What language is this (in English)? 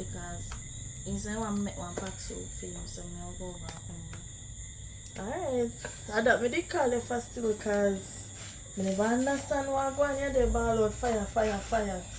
Jamaican Creole English